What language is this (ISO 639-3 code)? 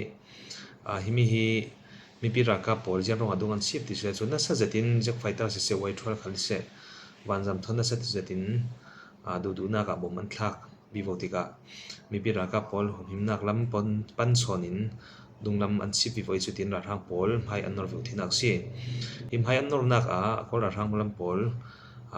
cfm